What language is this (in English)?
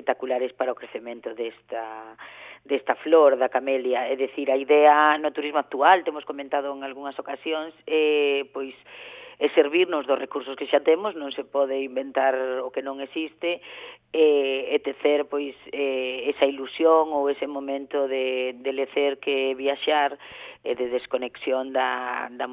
Galician